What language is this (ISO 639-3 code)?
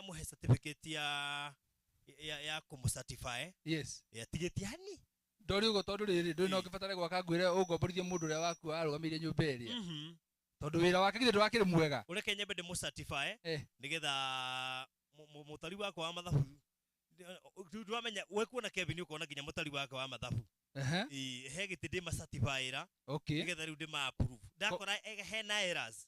kik